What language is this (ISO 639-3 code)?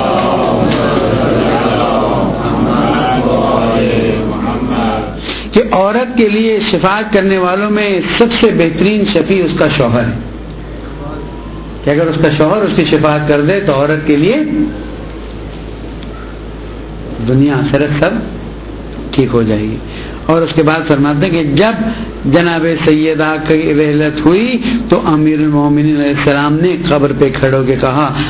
urd